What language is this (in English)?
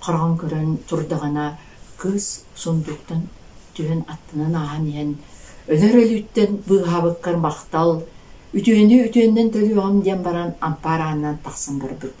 Yakut